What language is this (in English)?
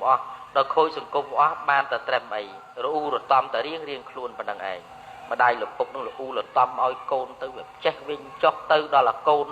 Khmer